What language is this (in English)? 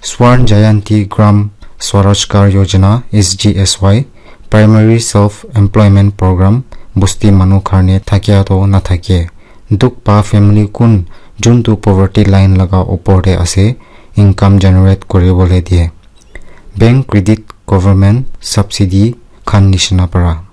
Naga Pidgin